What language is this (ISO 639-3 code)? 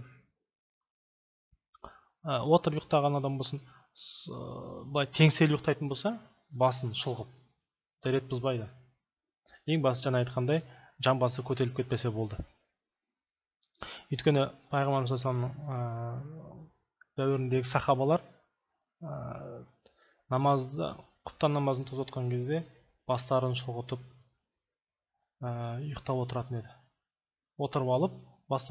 kaz